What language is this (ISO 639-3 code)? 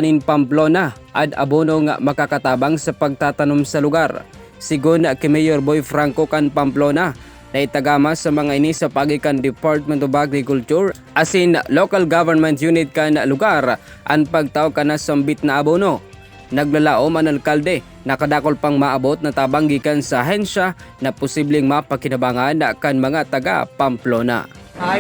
bik